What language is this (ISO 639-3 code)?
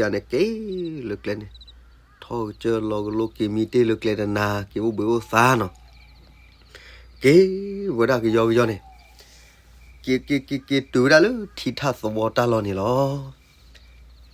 ksw